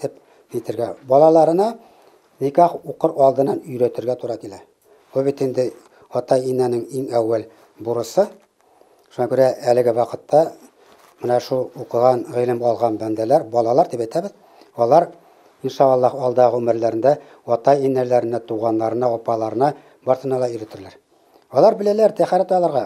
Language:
Bashkir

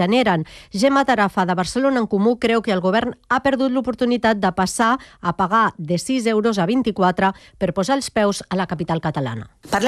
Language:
Catalan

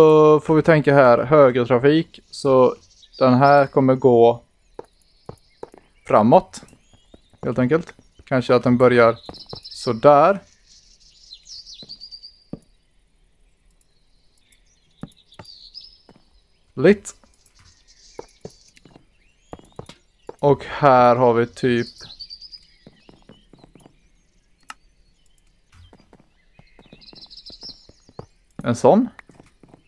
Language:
Swedish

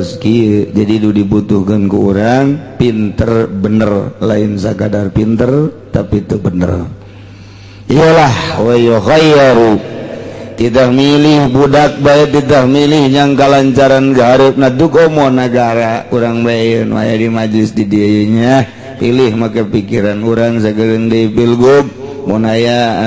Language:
Sundanese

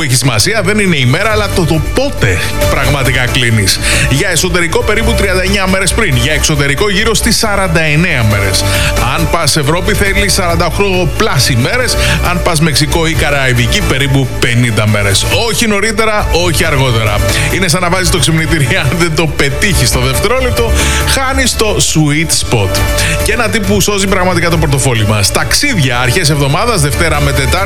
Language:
Greek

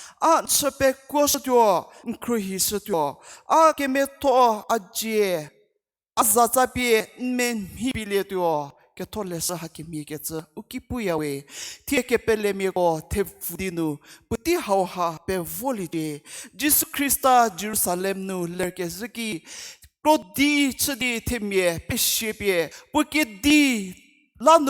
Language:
Angami Naga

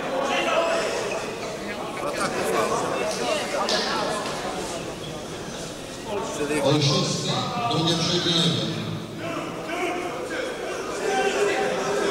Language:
Polish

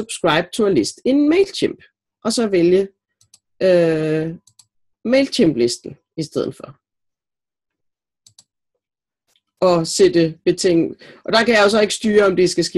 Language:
Danish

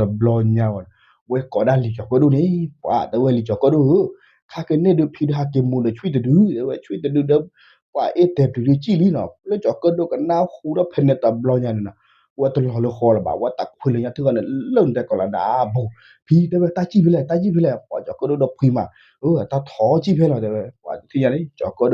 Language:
S'gaw Karen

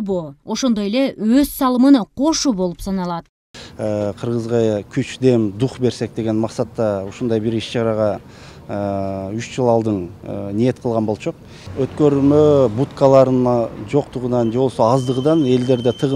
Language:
Kyrgyz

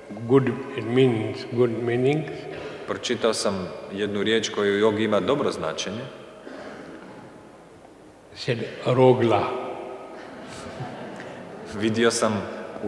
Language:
Croatian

